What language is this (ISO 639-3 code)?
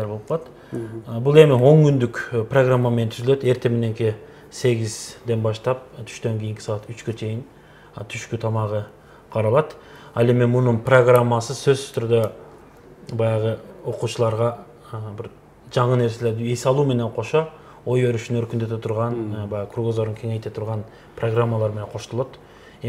kir